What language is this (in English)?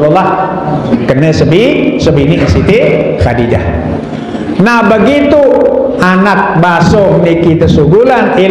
Sasak